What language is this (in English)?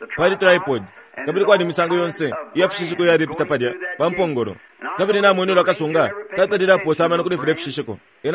Bemba